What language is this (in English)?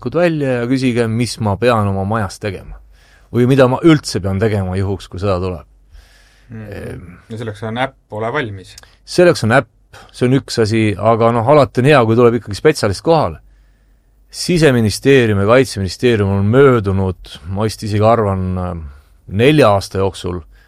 Estonian